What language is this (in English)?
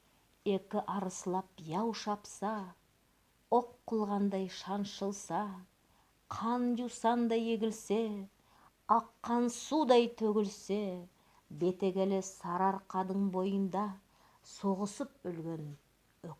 Nogai